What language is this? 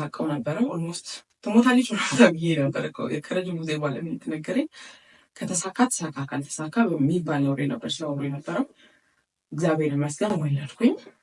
Amharic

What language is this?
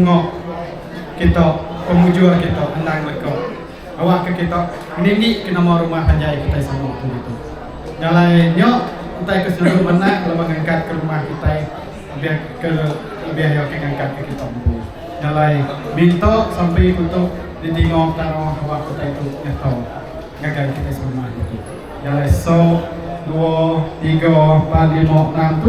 Iban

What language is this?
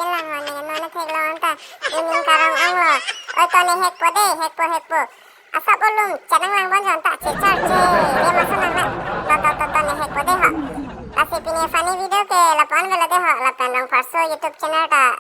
Karbi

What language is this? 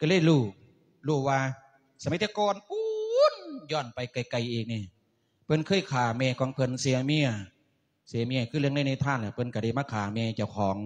Lao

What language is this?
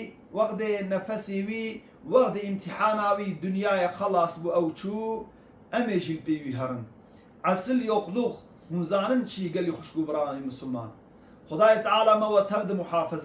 Kurdish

